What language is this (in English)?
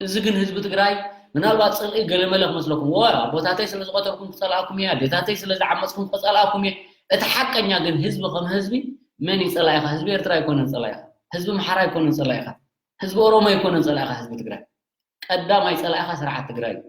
Tigrinya